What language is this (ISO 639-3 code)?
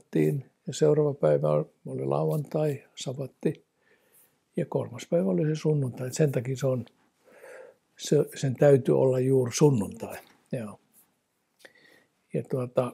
fin